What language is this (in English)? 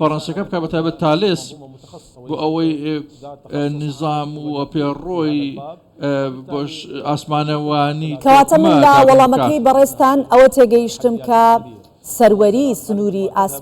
Central Kurdish